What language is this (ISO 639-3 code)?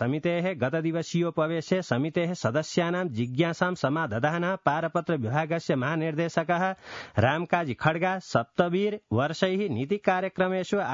san